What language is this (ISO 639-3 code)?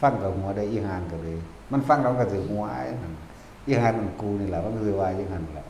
tts